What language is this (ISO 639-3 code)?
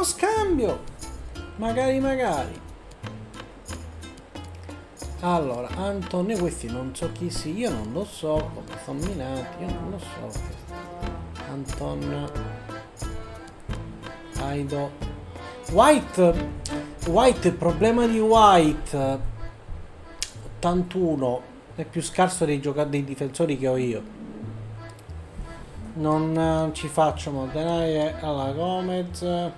ita